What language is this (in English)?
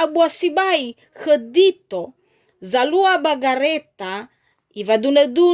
Nias